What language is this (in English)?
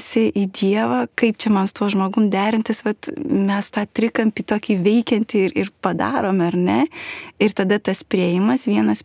Lithuanian